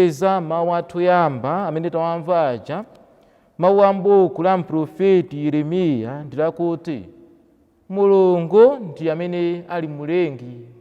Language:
Nyanja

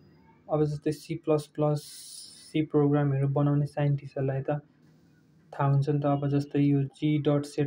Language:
Nepali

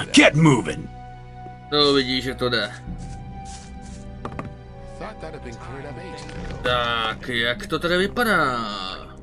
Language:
Czech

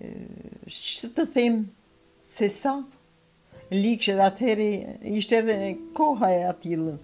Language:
Albanian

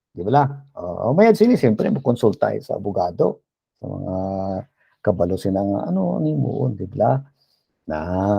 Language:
Hiligaynon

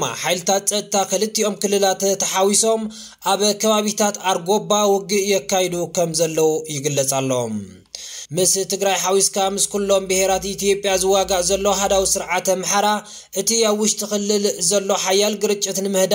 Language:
Tigrinya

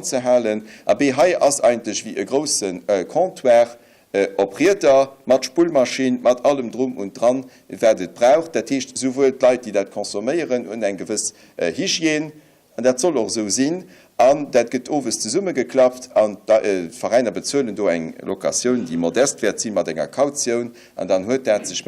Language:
Luxembourgish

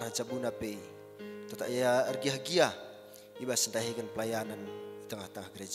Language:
Batak Karo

